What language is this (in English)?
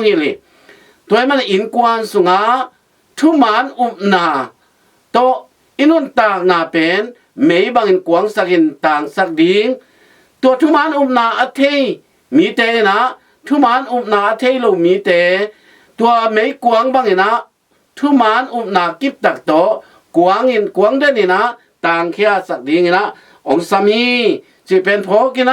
Tedim Chin